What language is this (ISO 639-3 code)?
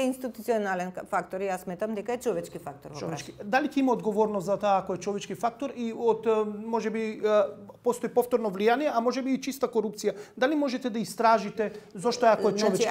mkd